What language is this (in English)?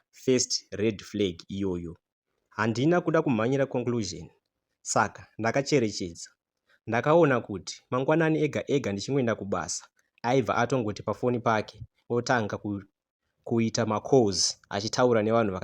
Shona